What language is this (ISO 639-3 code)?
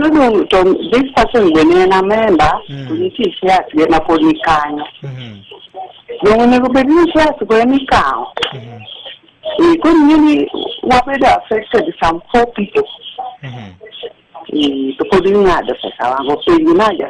luo